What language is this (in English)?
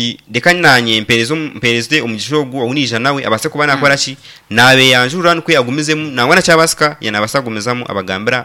Nyankole